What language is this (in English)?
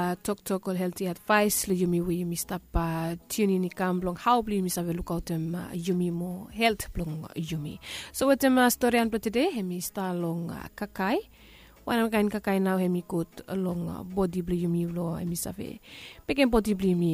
Bislama